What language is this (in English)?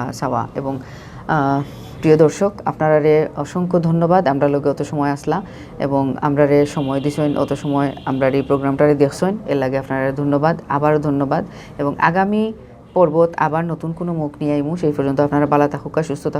Sylheti